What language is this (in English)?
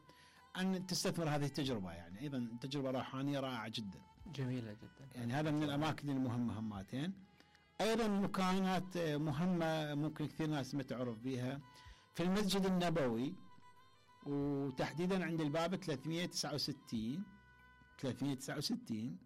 Mesopotamian Arabic